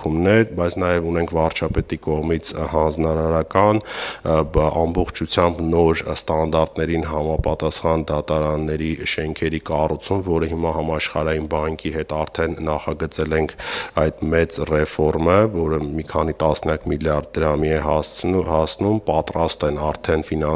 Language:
Armenian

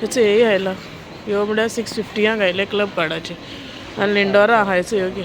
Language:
Konkani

